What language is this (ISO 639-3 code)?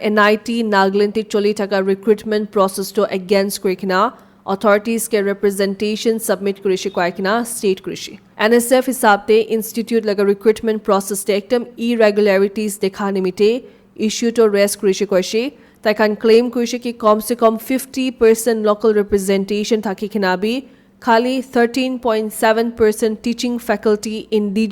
nag